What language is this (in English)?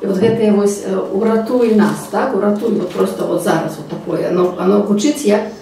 Belarusian